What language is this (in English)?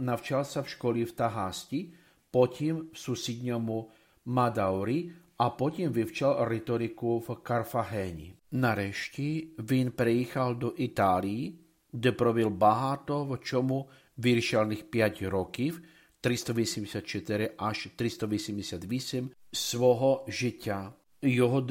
Ukrainian